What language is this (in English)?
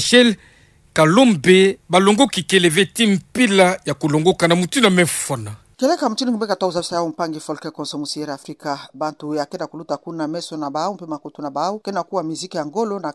Kituba (Democratic Republic of Congo)